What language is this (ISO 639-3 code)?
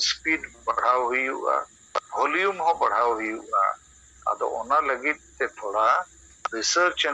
sat